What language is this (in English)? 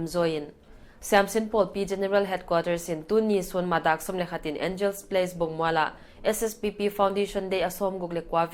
Paite Chin